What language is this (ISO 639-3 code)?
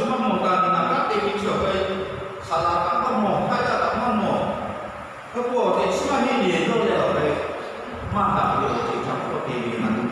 lhu